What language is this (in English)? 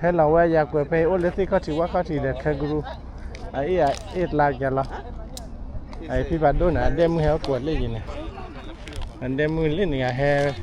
S'gaw Karen